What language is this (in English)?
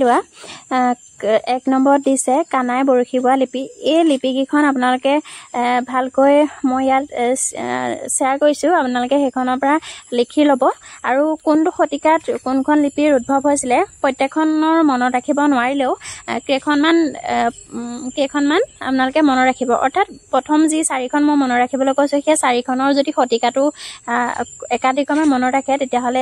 Assamese